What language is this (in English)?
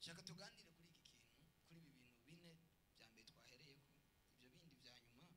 Rundi